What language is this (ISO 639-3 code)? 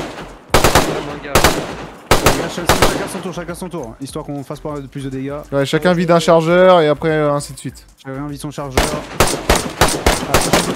fra